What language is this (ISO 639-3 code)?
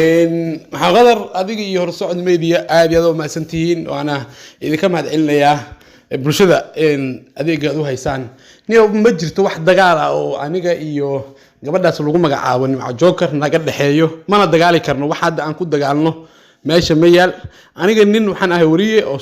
som